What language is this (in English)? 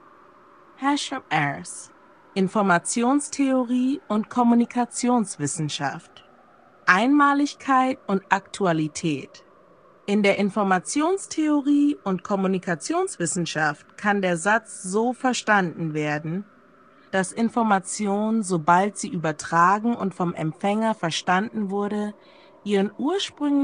German